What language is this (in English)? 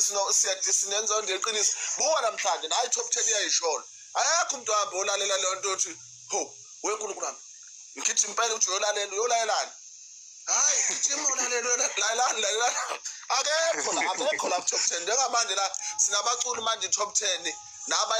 Zulu